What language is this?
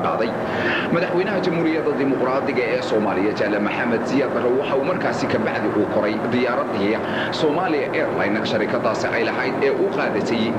Somali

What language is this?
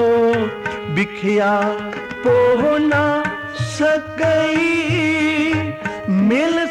Punjabi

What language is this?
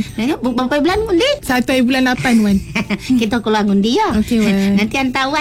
Malay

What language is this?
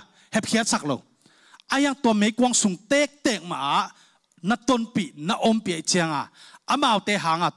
Tedim Chin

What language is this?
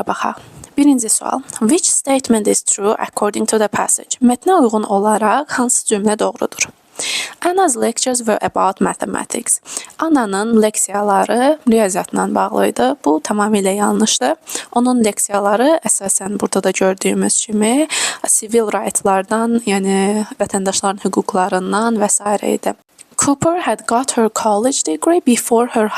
Azerbaijani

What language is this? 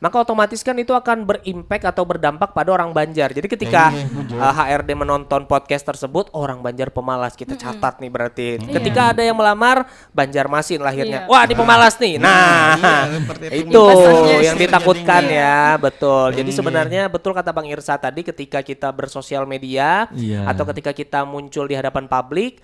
Banjar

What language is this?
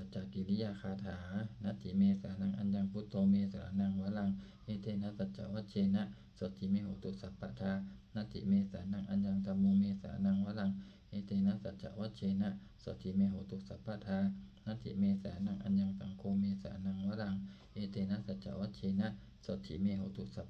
Pali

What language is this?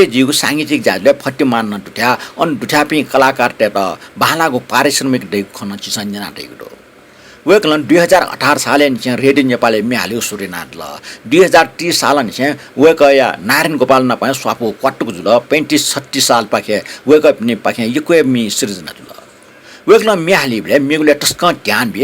Newari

